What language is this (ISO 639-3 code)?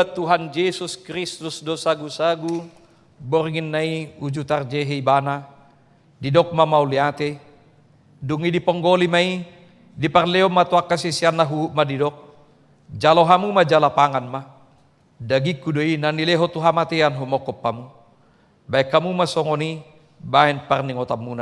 bbc